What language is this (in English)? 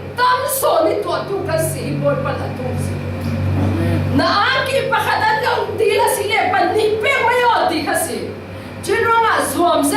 Falam Chin